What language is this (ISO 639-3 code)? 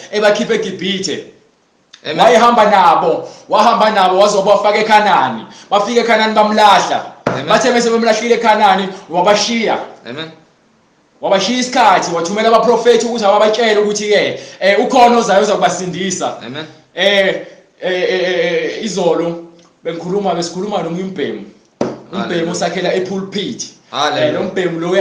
zul